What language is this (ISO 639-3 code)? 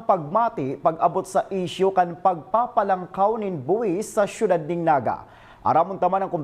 bik